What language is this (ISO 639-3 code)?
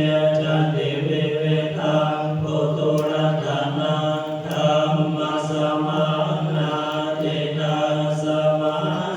pli